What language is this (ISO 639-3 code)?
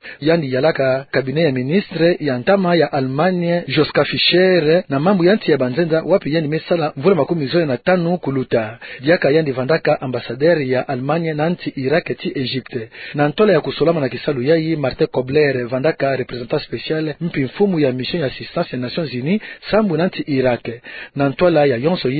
ktu